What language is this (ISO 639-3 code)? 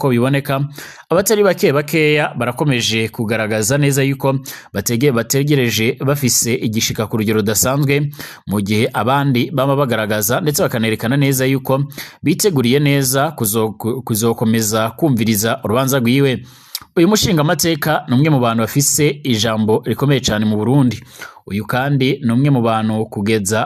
run